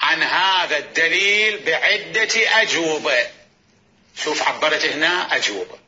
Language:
Mesopotamian Arabic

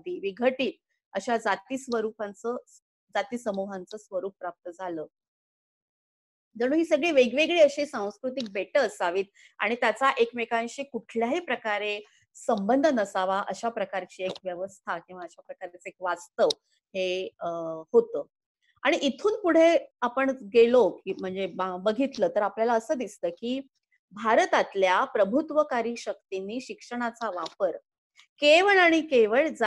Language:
Marathi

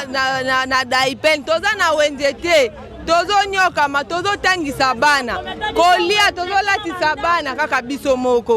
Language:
Lingala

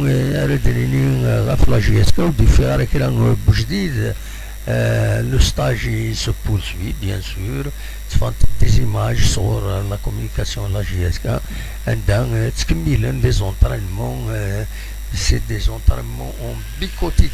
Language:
Kabyle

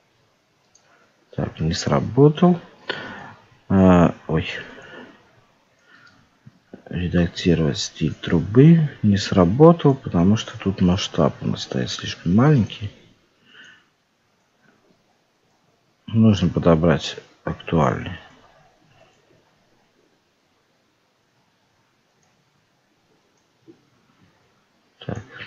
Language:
Russian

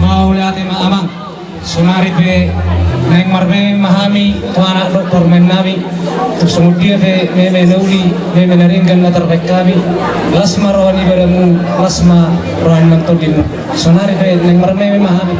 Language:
Batak Toba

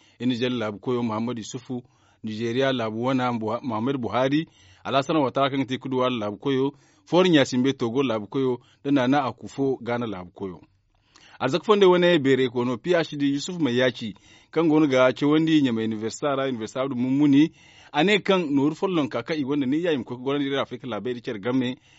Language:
Zarma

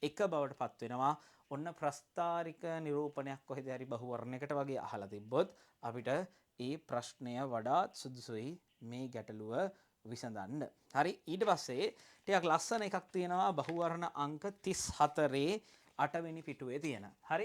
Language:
Sinhala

